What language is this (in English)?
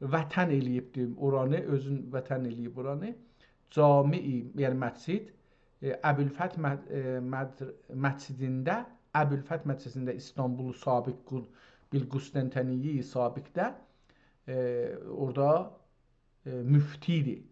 South Azerbaijani